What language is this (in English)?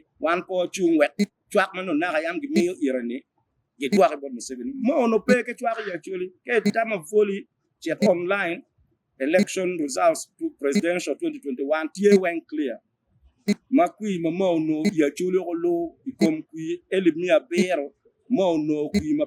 Acoli